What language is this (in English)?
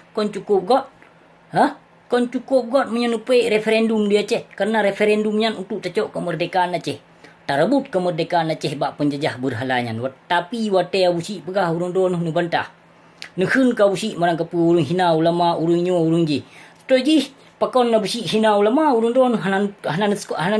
Achinese